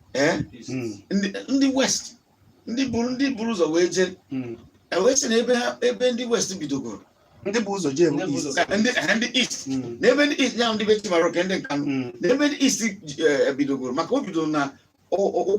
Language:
Igbo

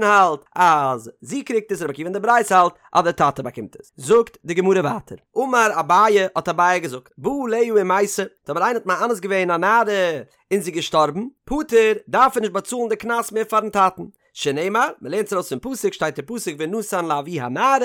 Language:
Yiddish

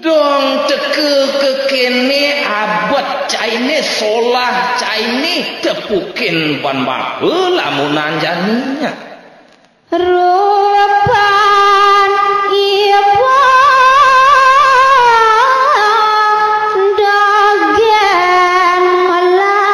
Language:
Balinese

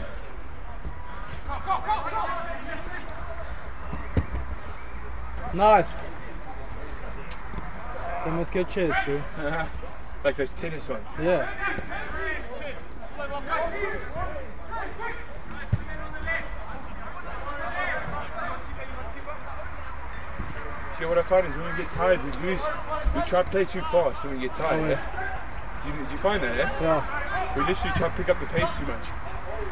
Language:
English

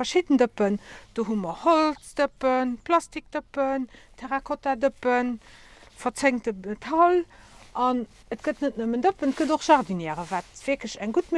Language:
Luxembourgish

